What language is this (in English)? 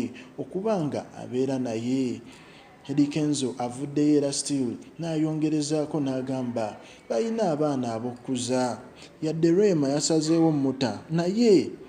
Ganda